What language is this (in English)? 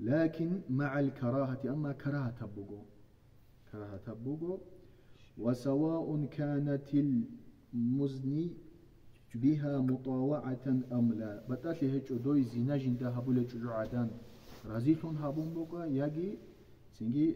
Avaric